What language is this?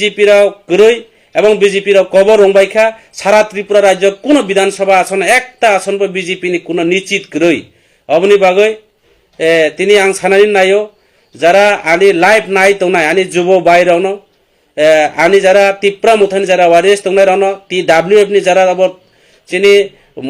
Kok Borok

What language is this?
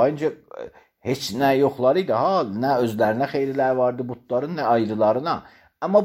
Azerbaijani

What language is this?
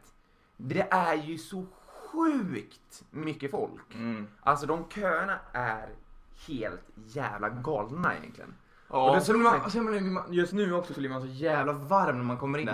Swedish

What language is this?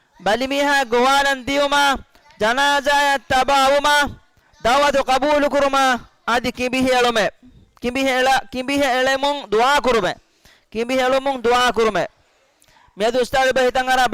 Divehi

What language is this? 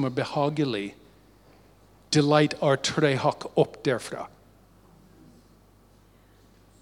Norwegian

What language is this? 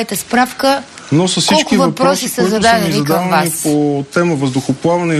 Bulgarian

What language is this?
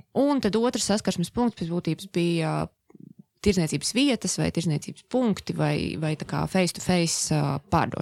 Latvian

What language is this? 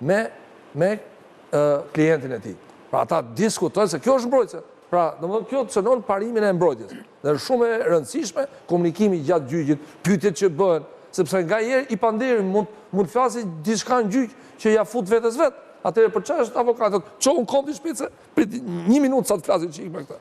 Albanian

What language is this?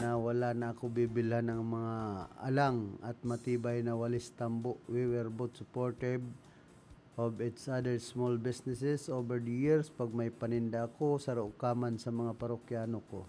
Bikol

